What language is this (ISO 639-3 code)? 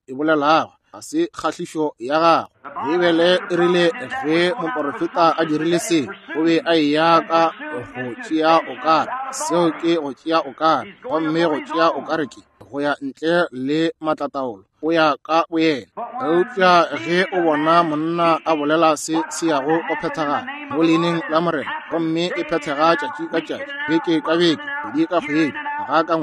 nso